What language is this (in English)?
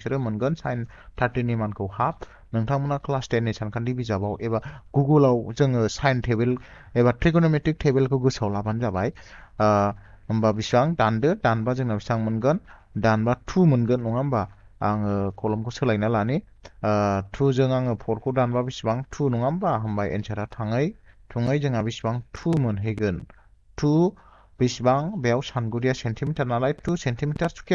Bodo